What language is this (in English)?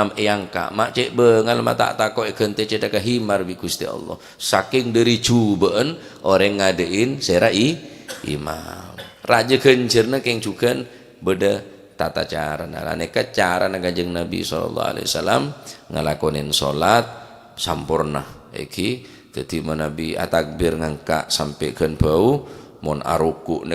Madurese